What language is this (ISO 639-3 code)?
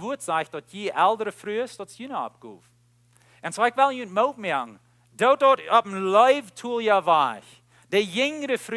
pdt